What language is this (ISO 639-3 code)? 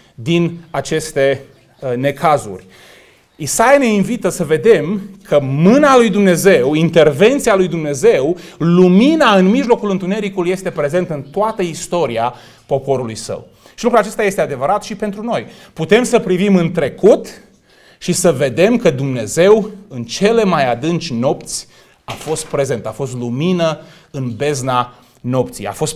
ron